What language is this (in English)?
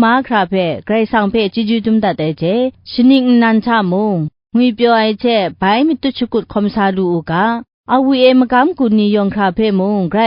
Kachin